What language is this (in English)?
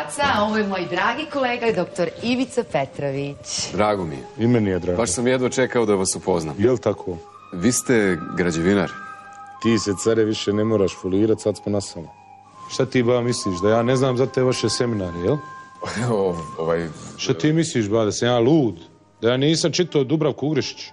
Serbian